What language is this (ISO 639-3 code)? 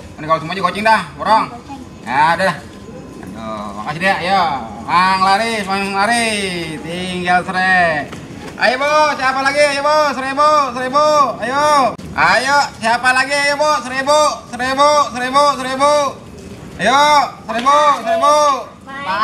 bew